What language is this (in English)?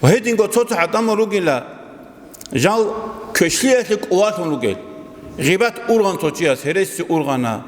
Avaric